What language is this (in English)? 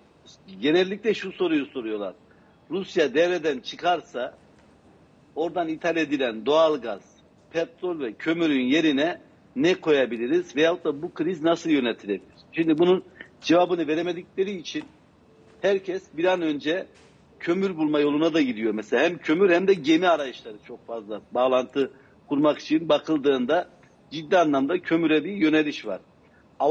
Turkish